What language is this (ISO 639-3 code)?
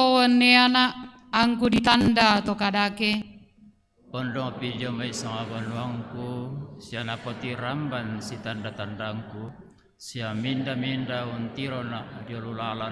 sda